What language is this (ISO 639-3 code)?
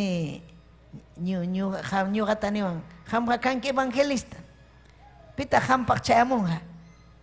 quy